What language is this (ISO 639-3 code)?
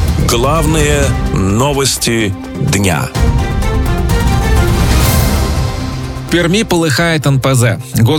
rus